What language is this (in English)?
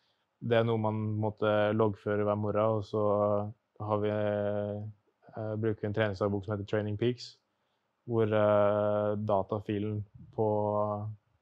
Norwegian